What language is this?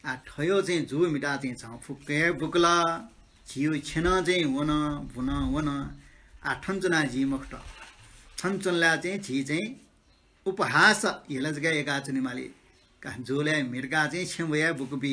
Newari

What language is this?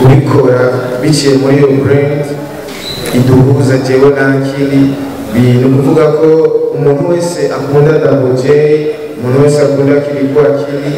Rundi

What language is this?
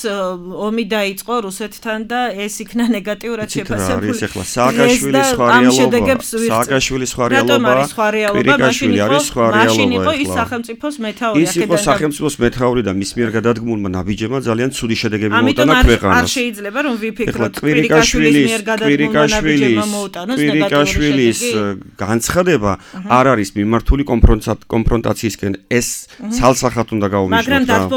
Georgian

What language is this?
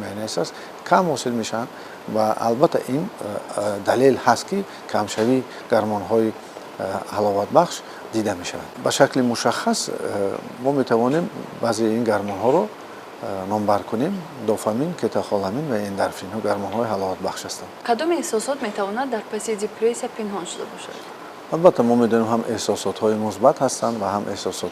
Tajik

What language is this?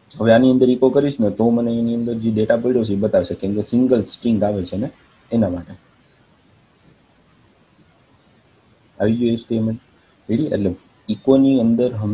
Gujarati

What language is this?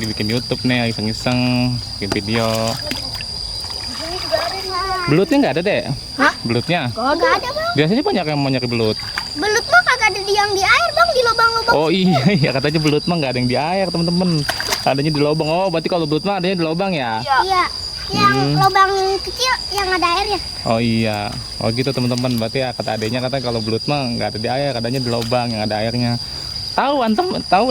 Betawi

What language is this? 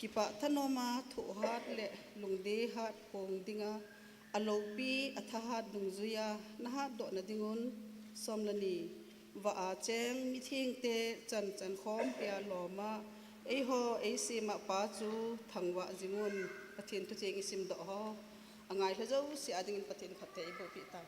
Thado Chin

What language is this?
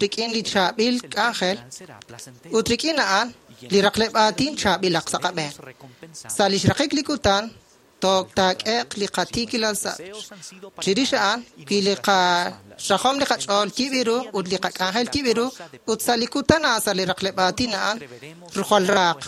Kekchí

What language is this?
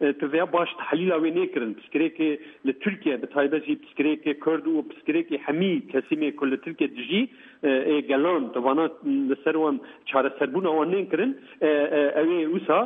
Kurdish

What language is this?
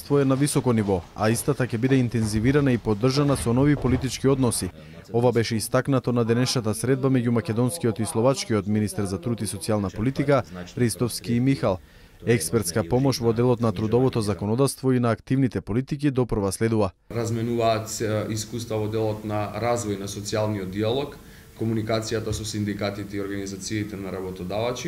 Macedonian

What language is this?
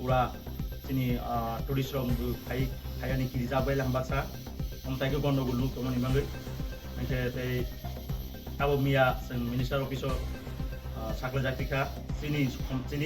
Riang (India)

